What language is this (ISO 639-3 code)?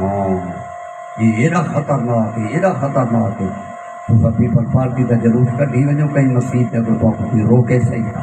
skr